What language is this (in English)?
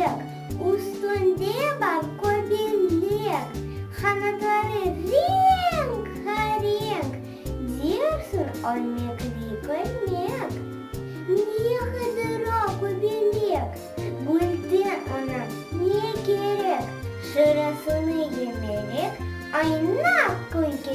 Crimean Tatar